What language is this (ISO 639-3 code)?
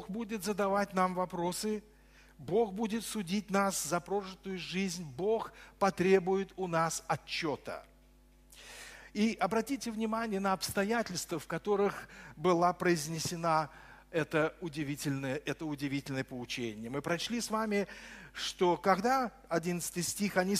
rus